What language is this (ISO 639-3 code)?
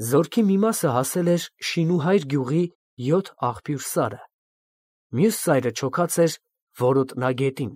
hye